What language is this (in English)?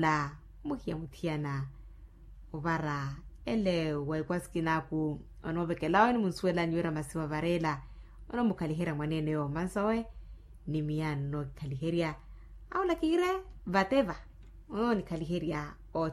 Makhuwa